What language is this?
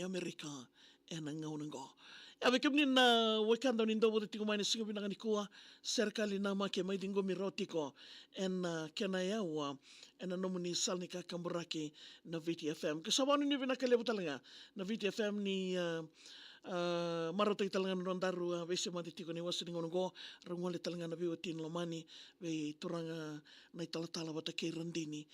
Fijian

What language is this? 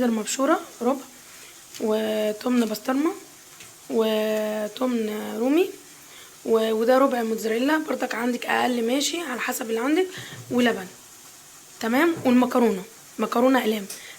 Egyptian Arabic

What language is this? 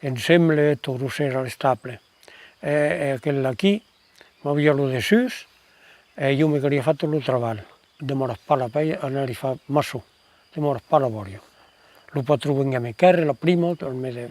Occitan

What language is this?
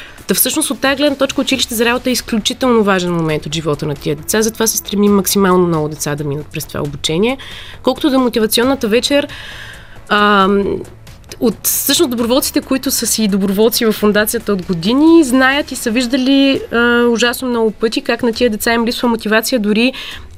Bulgarian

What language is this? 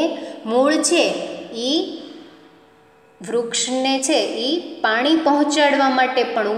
Gujarati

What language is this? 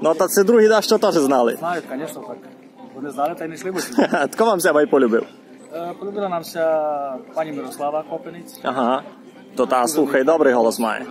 Rusyn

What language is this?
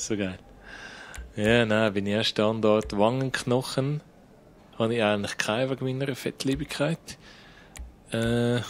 Swiss German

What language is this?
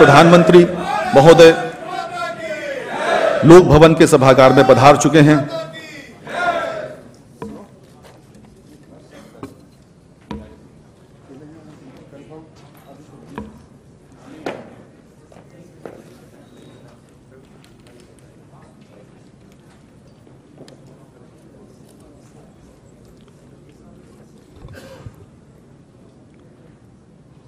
Hindi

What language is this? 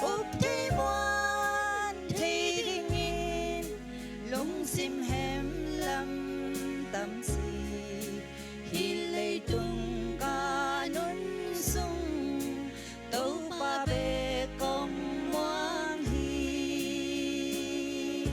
Tedim Chin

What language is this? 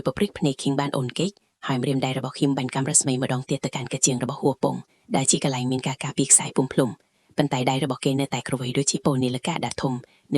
Khmer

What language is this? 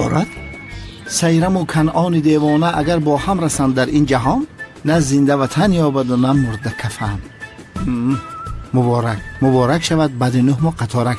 Tajik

